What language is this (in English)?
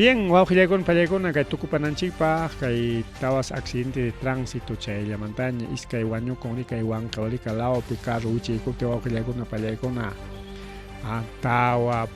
Ayacucho Quechua